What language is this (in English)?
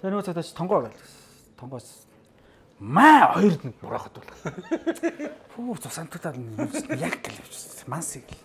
Mongolian